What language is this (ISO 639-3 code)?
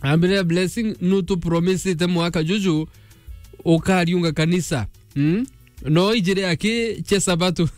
mer